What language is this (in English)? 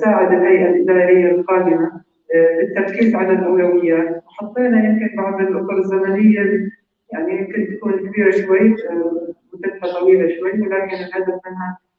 North Levantine Arabic